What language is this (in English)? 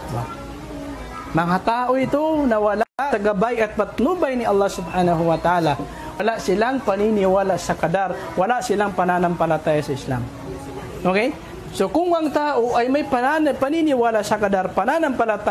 Filipino